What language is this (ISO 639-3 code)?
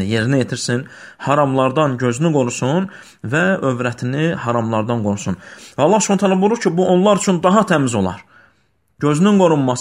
aze